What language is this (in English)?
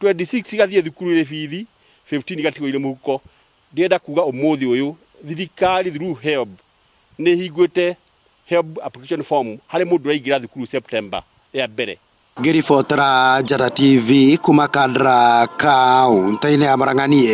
Kikuyu